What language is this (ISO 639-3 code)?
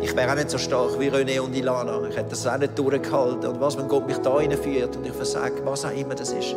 gsw